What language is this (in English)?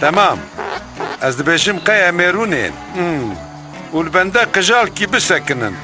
Kurdish